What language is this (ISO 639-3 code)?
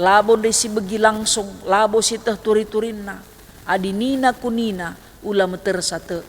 btx